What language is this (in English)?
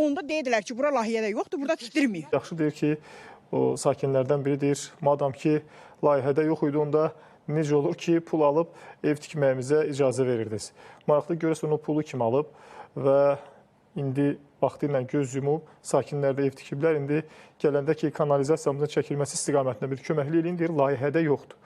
Azerbaijani